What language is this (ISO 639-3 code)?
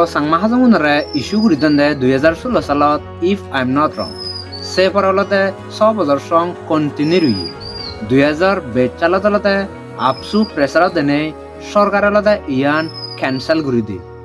ccp